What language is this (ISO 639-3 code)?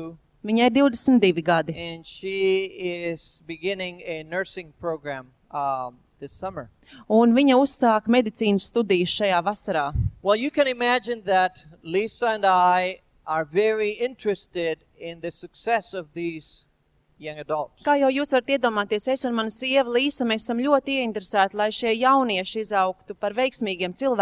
lav